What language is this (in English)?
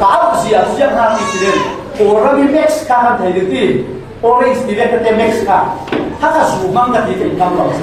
Falam Chin